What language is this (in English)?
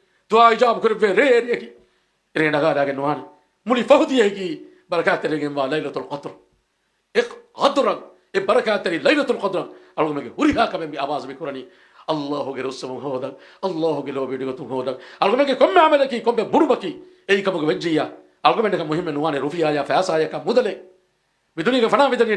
Divehi